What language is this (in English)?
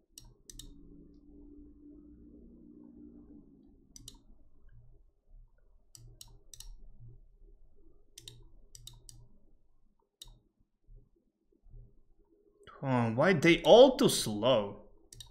English